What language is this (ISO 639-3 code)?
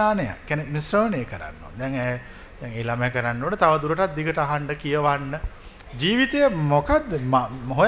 sin